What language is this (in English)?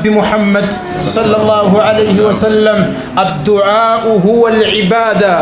Ganda